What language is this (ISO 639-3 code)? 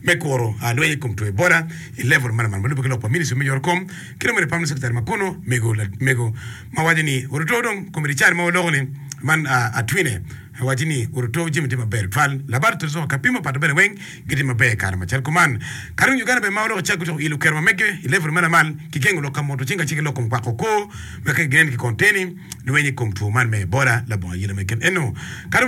ach